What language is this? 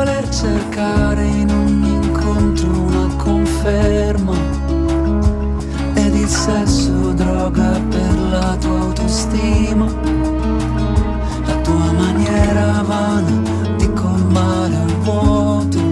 Italian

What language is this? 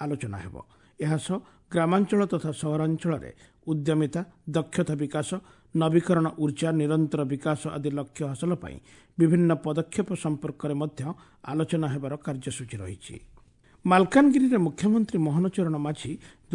Odia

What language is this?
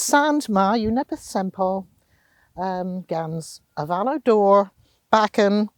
Cornish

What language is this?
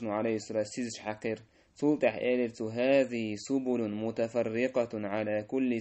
Chechen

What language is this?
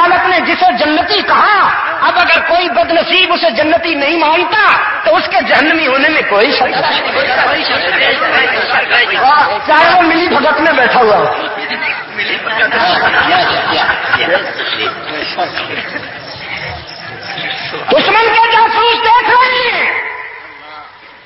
Urdu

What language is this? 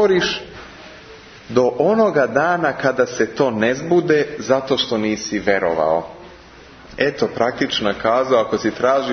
Serbian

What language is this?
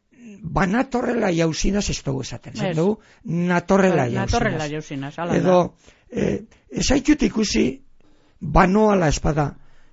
Basque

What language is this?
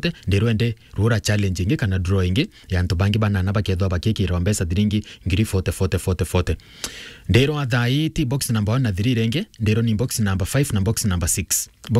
Meru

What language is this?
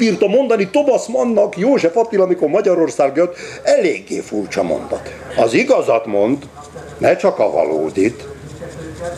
Hungarian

